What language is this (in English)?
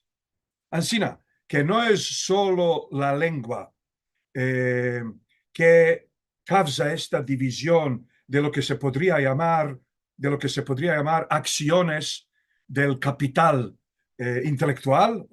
Ladino